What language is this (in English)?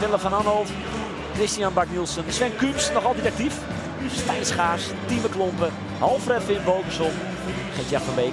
Western Frisian